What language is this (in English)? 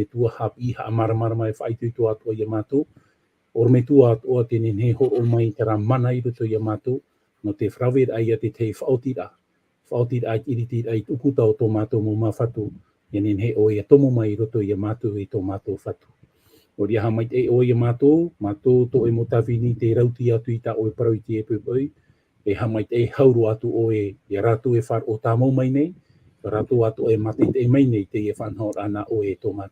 Tahitian